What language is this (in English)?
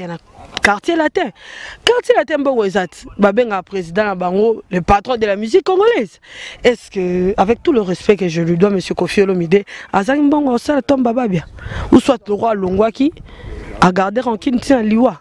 Lingala